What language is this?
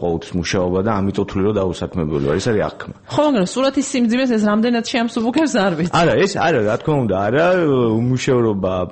Georgian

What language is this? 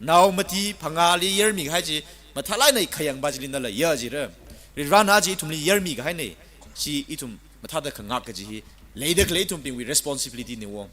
Tangkhul Naga (India)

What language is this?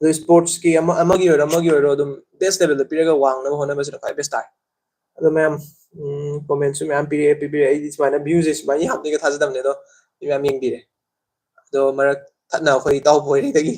Manipuri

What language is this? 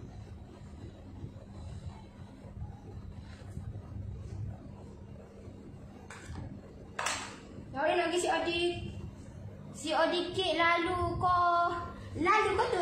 Malay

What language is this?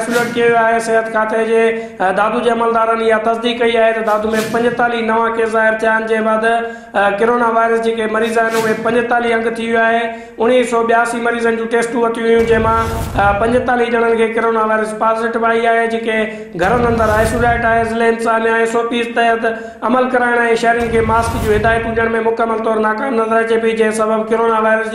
Sindhi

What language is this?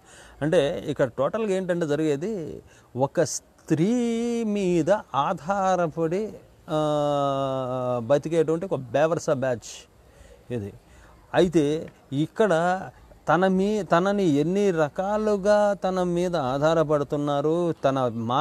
Telugu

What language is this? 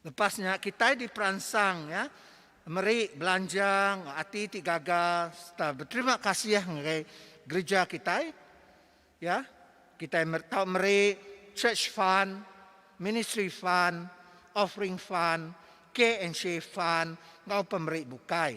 Iban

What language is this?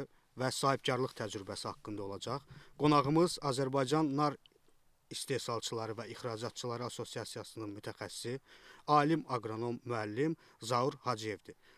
Azerbaijani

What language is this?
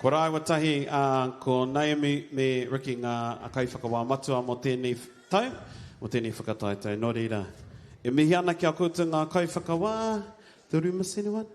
Māori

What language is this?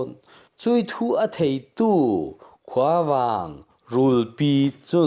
Falam Chin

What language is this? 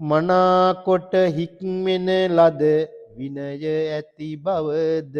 Sinhala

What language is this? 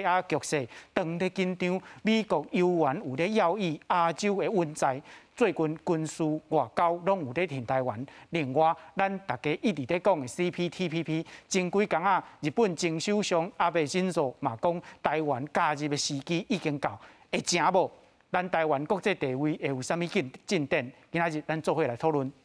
Min Nan Chinese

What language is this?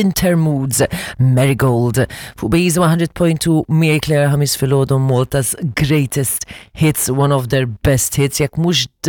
Maltese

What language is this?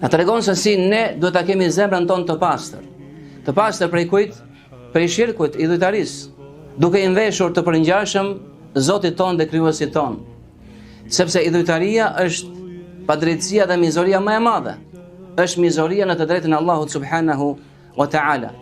Albanian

